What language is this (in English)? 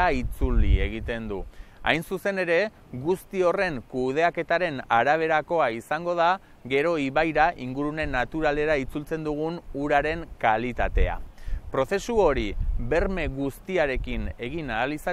Basque